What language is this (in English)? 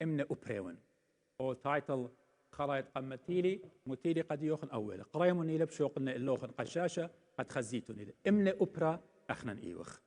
Assyrian Neo-Aramaic